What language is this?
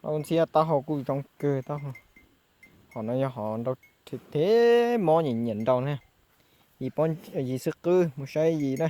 Hmong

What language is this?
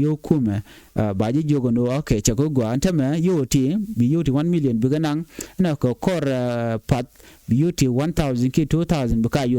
Nuer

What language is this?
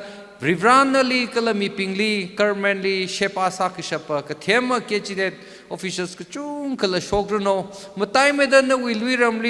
Tangkhul Naga (India)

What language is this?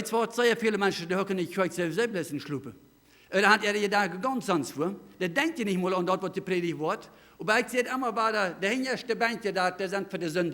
Plautdietsch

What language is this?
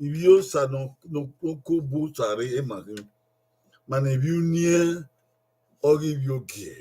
Bini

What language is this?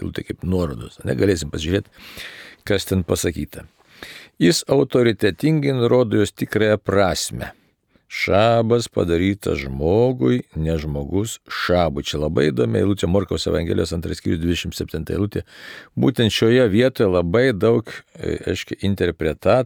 Lithuanian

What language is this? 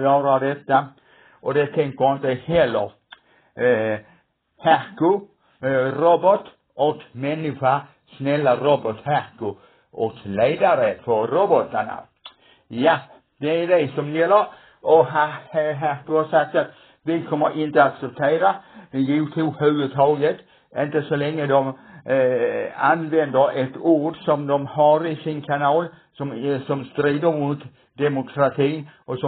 Swedish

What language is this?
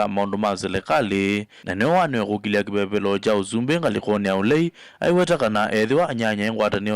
Kamba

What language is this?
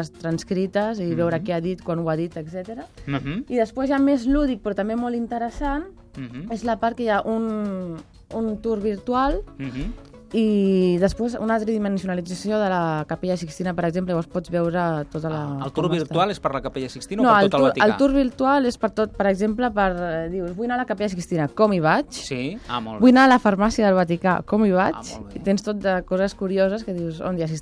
Catalan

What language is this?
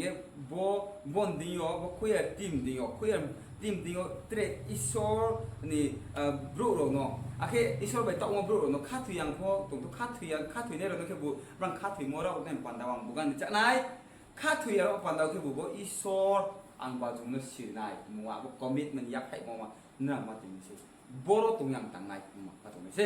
Riang (India)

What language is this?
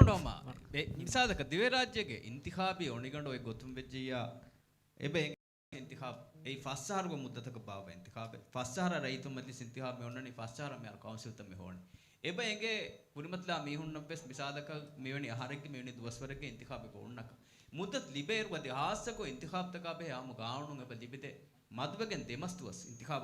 Divehi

